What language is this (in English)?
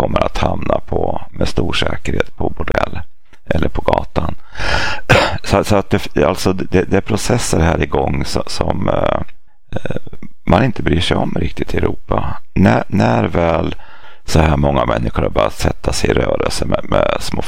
Swedish